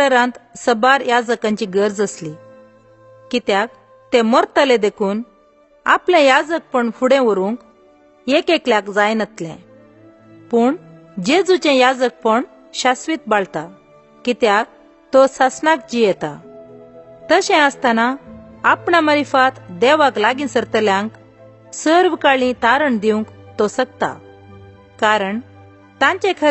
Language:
Konkani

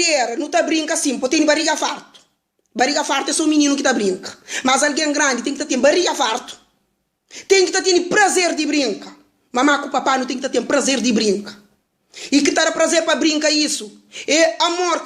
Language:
Kabuverdianu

